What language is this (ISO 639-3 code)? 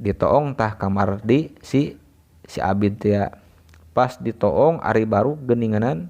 sun